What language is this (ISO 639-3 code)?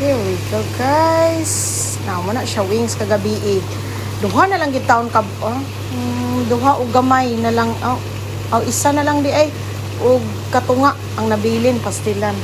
ceb